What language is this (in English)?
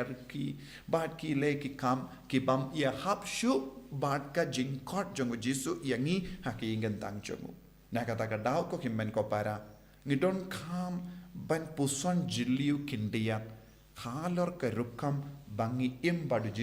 Khasi